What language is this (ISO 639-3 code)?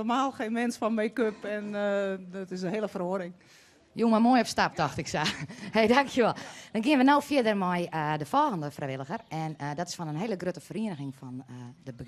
fry